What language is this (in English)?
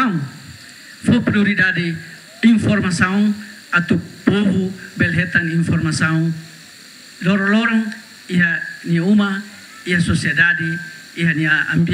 Tetum